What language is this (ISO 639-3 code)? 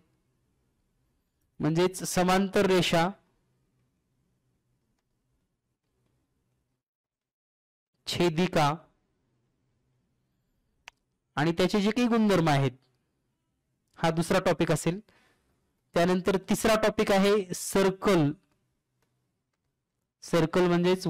mar